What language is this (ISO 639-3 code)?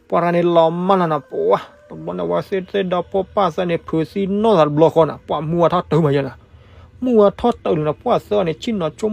ksw